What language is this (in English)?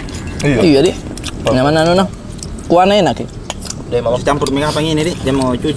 Makassar Malay